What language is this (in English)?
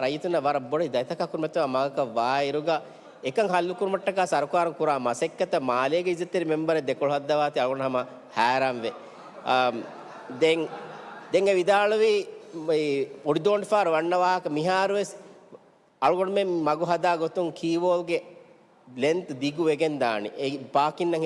Divehi